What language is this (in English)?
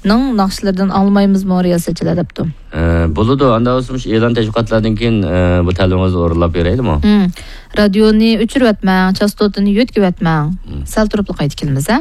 Uyghur